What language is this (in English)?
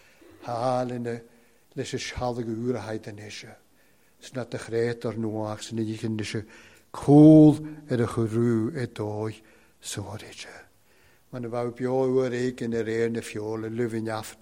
Welsh